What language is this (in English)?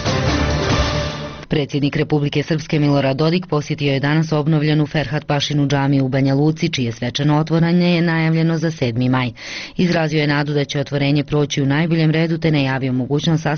Bosnian